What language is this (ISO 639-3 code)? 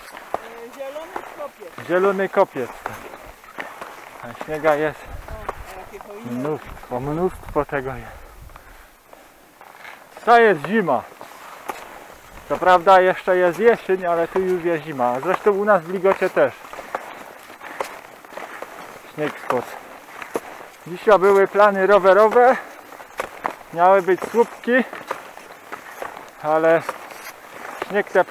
pol